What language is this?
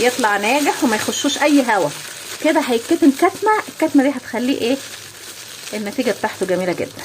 Egyptian Arabic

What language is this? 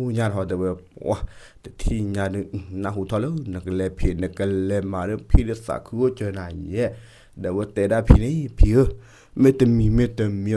S'gaw Karen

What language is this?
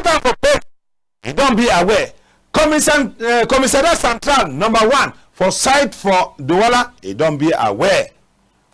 Cameroon Pidgin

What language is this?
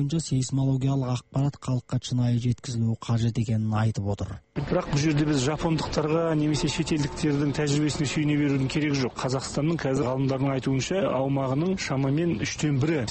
Kazakh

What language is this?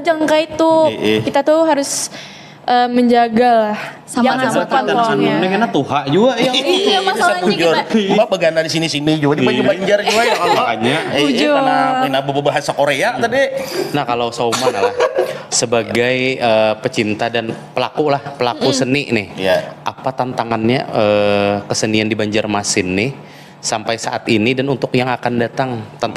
Banjar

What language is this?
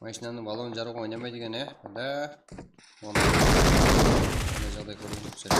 Kara-Kalpak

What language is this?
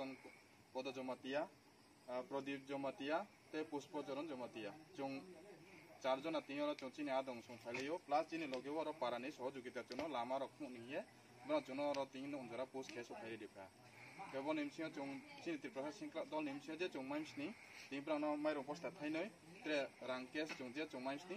Kok Borok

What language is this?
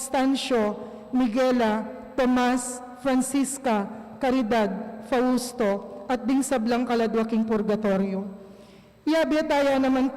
Pampanga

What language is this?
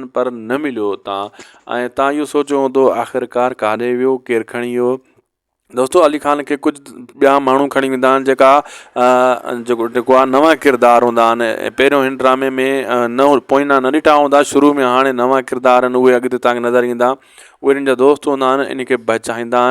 Sindhi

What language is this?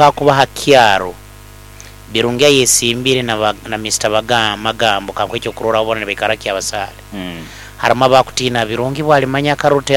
Nyoro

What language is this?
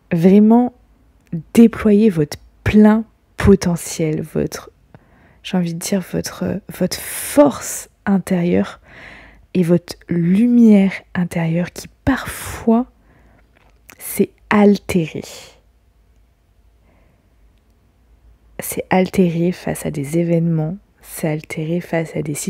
French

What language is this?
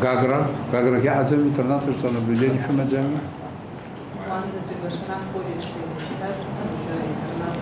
Abkhazian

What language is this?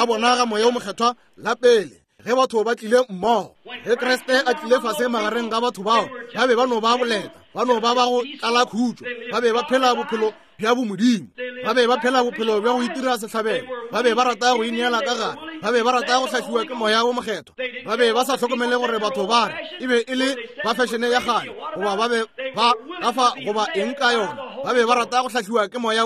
Northern Sotho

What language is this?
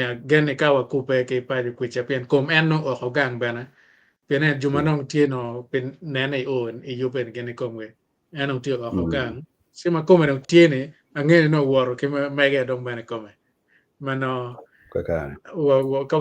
Acoli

